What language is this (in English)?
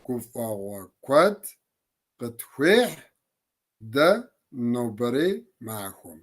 Kabardian